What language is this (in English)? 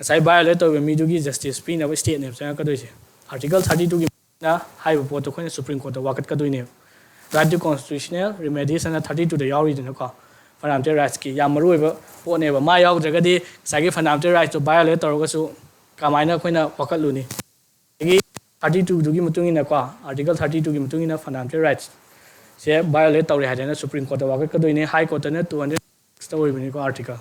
Manipuri